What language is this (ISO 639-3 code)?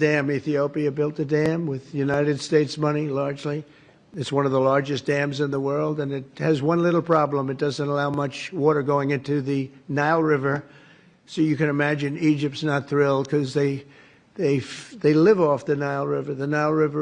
eng